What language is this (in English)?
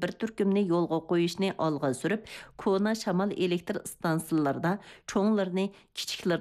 Uyghur